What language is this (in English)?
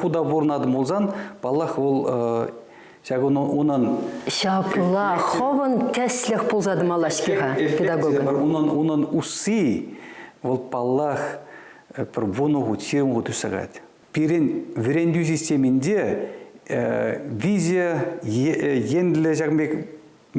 Chuvash